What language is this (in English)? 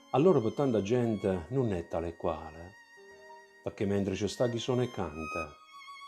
Neapolitan